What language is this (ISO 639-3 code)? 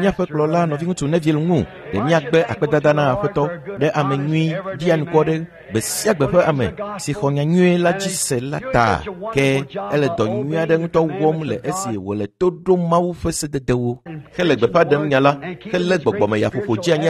ewe